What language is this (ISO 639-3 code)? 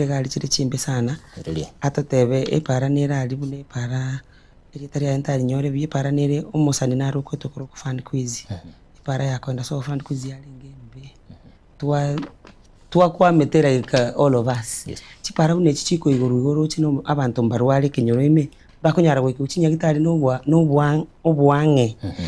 guz